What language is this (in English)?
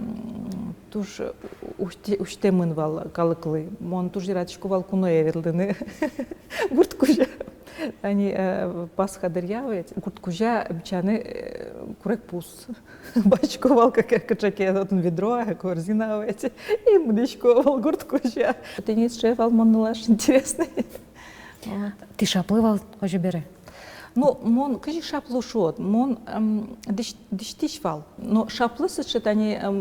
Udmurt